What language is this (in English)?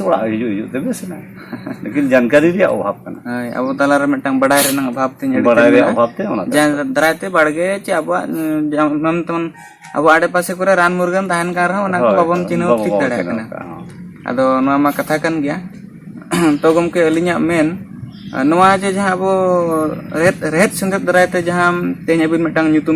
Santali